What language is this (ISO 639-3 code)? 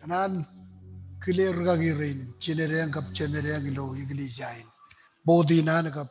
mah